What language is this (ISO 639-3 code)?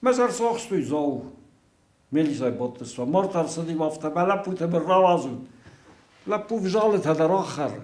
oss